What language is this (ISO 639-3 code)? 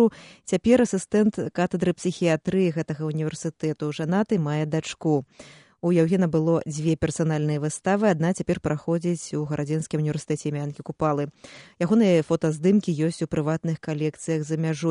bel